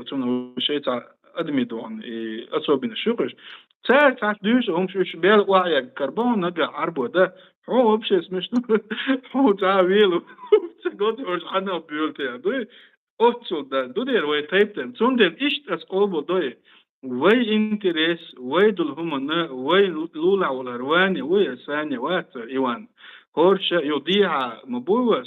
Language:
Chechen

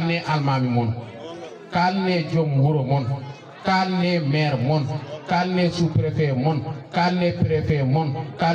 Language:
Fula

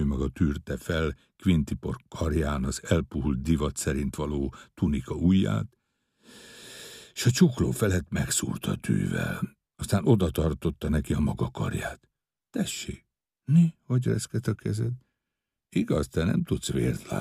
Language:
Hungarian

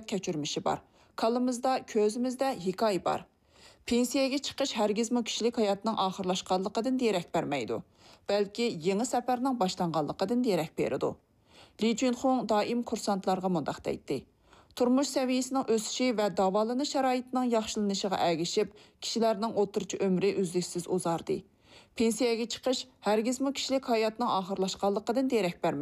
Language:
Uyghur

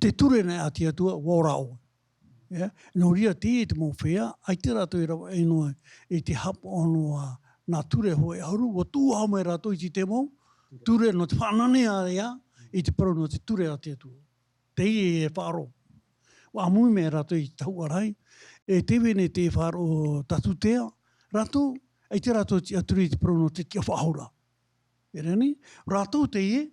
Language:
Tahitian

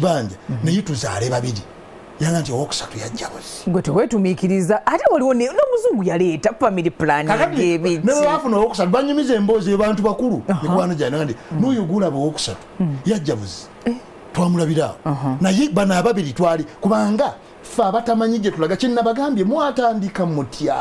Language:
Ganda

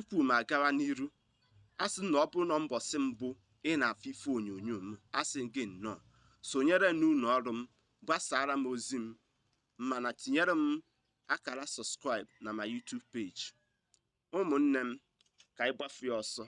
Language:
Igbo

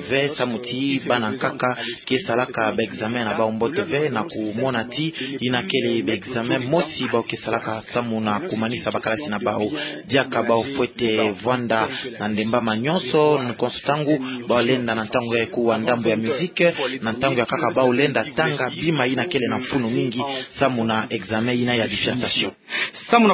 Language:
Kituba (Democratic Republic of Congo)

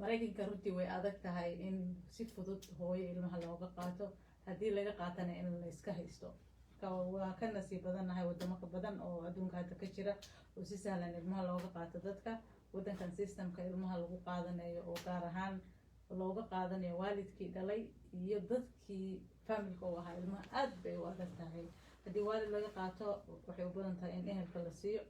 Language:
Somali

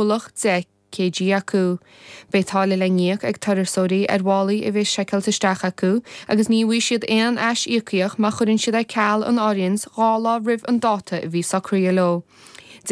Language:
Irish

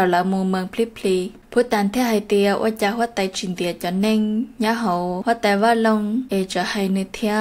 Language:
Hmong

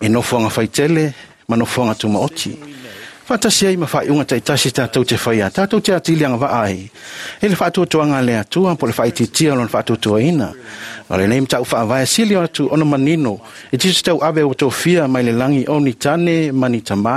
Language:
Samoan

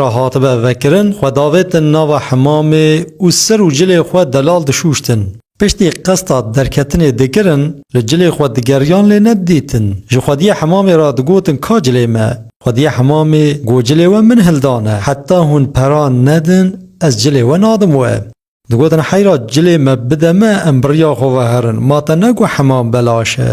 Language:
Kurdish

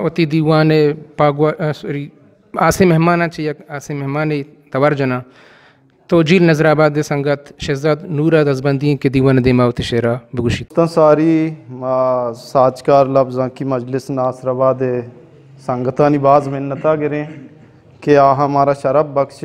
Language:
Eastern Balochi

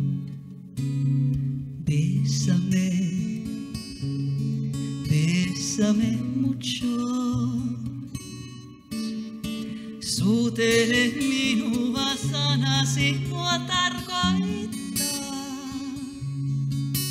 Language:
Finnish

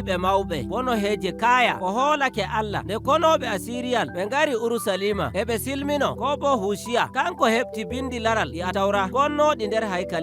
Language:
Nigerian Fulfulde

